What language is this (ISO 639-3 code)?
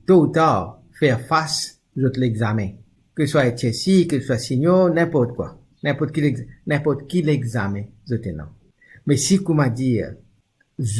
mfe